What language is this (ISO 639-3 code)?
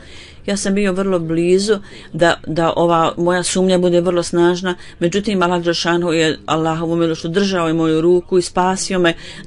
bos